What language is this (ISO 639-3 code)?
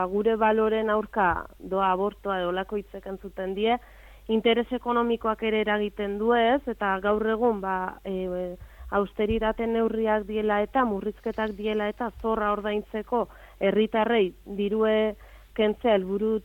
eus